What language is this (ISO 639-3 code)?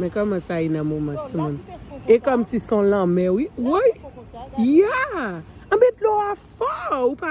hat